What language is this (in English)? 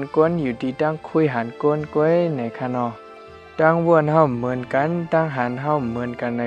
Shan